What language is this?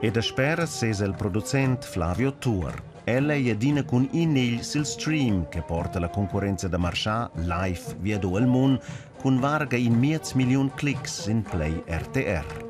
Romansh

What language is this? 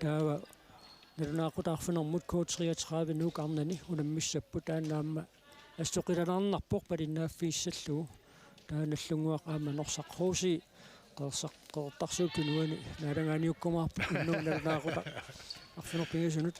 Kalaallisut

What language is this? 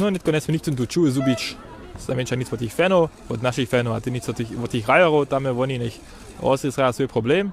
Upper Sorbian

